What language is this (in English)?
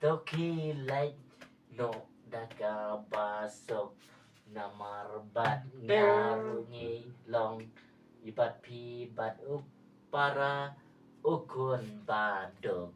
Khasi